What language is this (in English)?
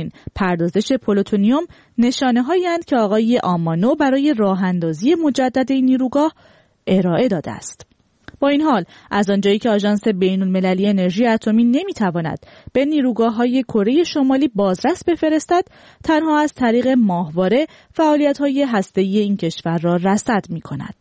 Persian